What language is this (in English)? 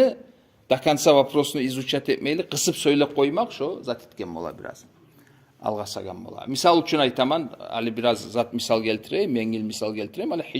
Kumyk